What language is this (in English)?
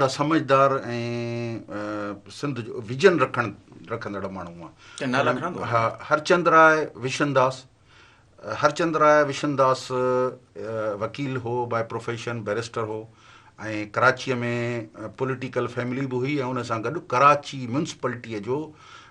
Sindhi